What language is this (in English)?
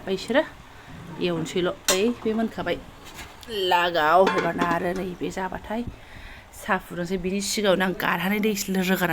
Bodo